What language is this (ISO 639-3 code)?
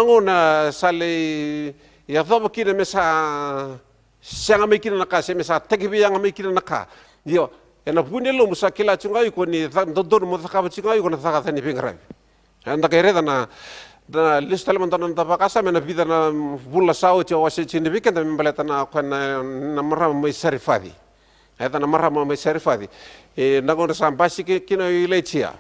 fij